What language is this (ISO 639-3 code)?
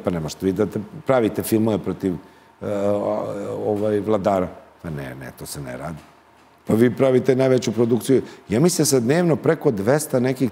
srp